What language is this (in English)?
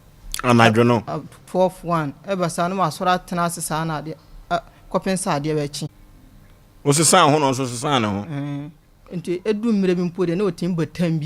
Akan